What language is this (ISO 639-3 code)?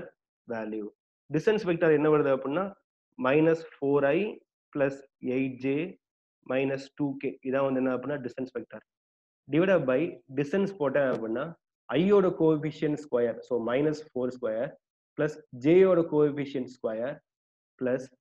tam